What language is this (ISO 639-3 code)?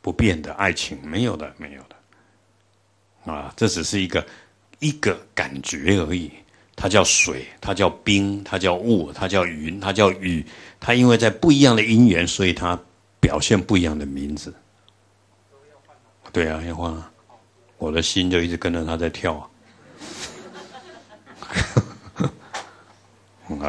zho